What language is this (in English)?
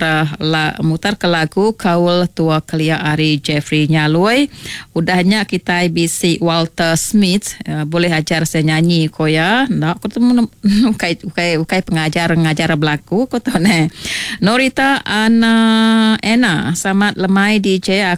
Iban